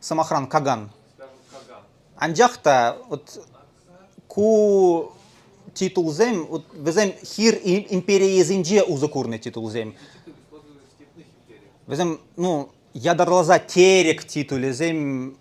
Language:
Chuvash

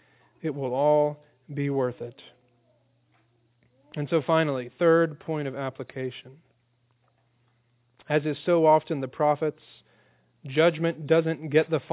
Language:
English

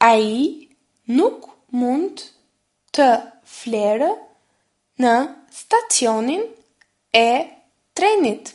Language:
Albanian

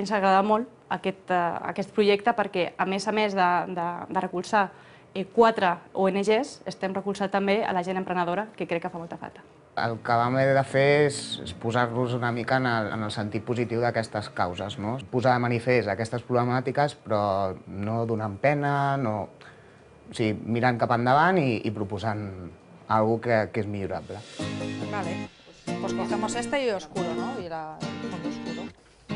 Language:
Catalan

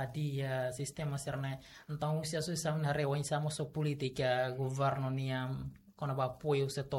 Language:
Tetum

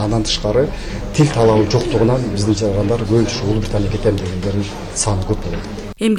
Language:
Kyrgyz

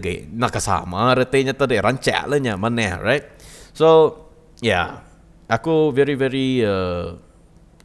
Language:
Iban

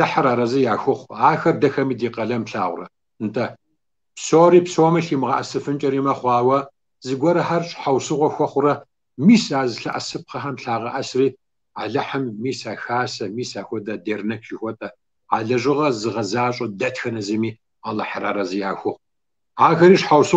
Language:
Kabardian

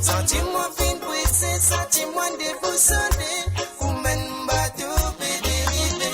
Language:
Morisyen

